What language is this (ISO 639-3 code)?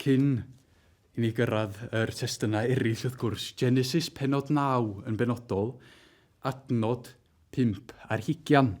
cym